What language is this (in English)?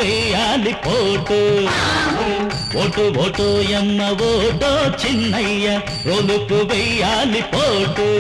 Telugu